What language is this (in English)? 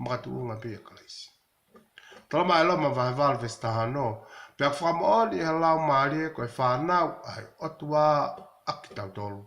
Tongan